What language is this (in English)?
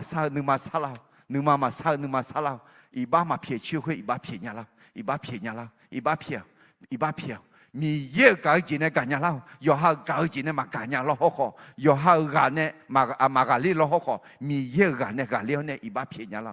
Akha